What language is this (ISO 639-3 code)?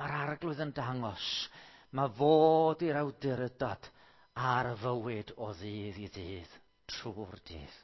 cym